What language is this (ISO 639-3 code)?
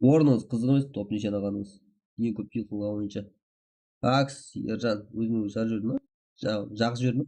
kaa